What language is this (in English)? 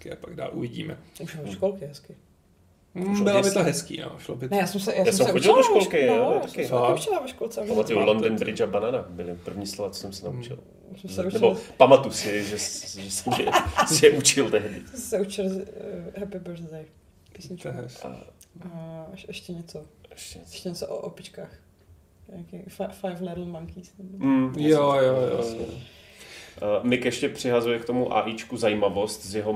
Czech